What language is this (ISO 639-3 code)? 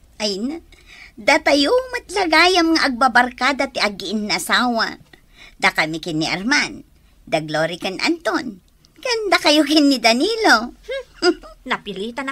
ilo